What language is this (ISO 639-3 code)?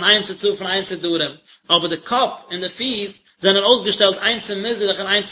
yid